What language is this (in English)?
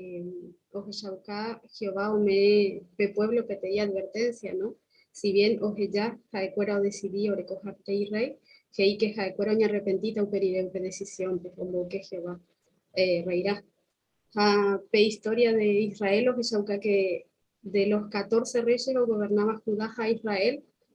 Guarani